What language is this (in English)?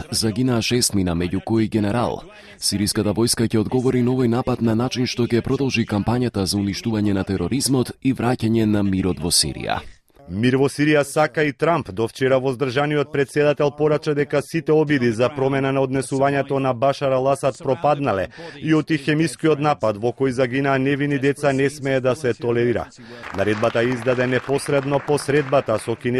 Macedonian